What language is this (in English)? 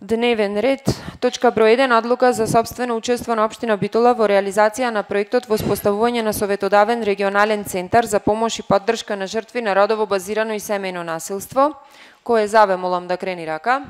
Macedonian